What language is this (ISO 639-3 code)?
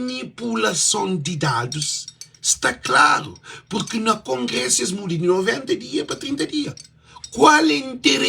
kea